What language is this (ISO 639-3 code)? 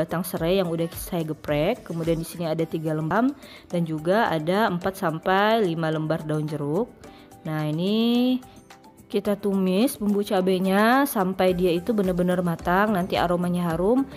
ind